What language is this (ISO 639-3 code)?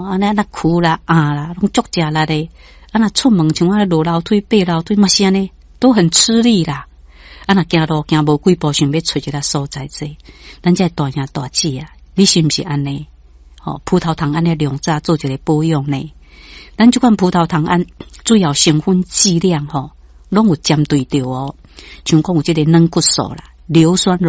nan